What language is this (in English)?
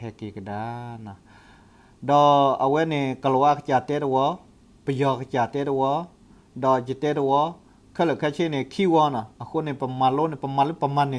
S'gaw Karen